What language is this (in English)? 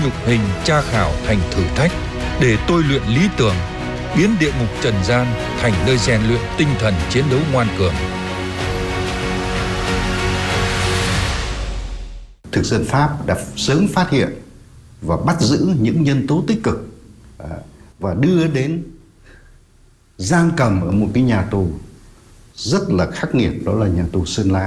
Vietnamese